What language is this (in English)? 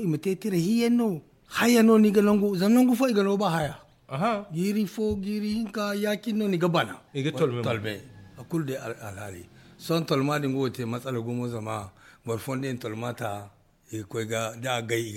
Zarma